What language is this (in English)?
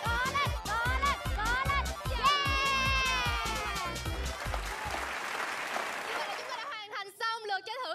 Vietnamese